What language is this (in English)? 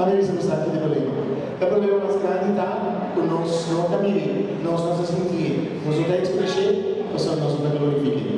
Papiamento